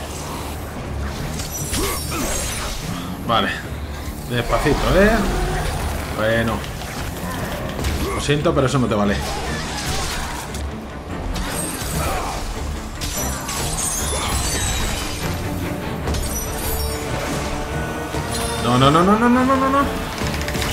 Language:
Spanish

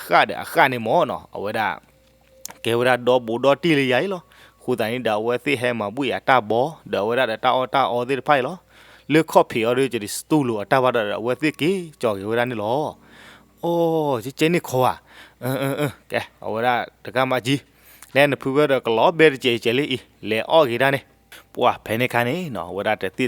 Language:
S'gaw Karen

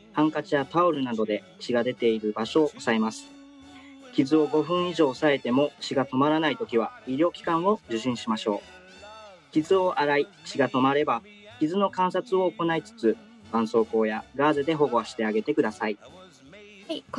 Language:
Japanese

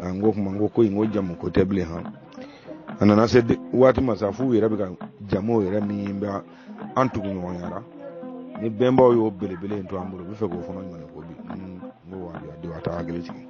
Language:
Bambara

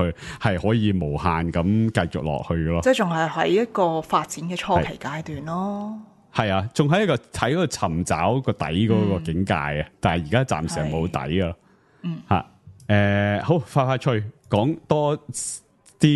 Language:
Cantonese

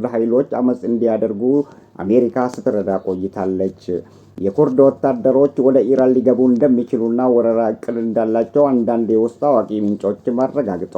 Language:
Amharic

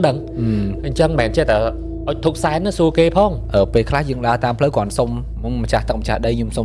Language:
Khmer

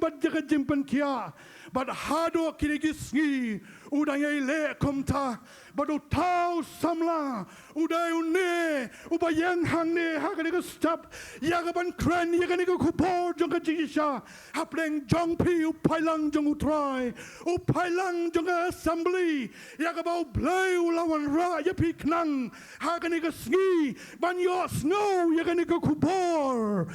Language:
Khasi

